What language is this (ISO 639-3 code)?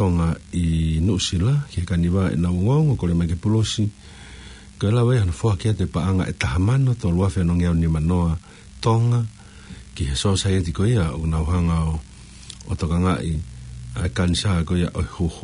ton